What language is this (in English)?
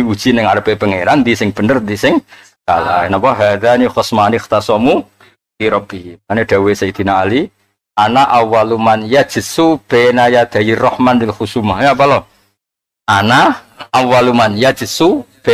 Javanese